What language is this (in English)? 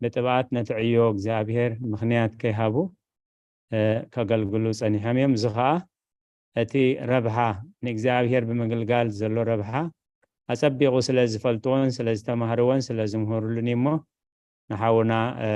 Tigrinya